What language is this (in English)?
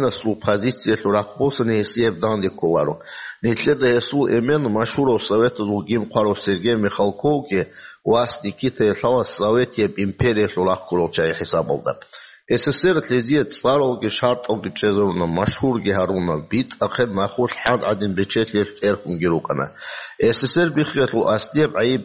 Avaric